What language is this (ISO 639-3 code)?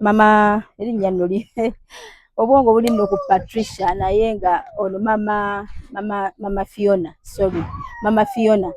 lug